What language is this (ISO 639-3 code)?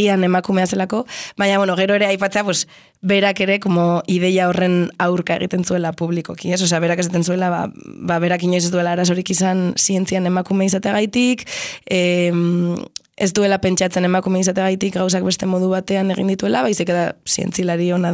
eus